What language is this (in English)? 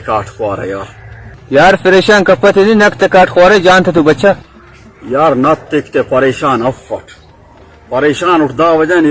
Brahui